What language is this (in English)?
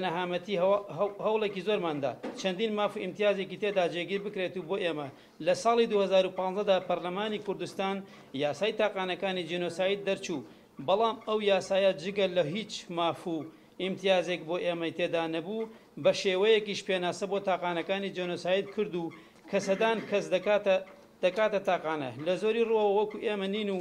Central Kurdish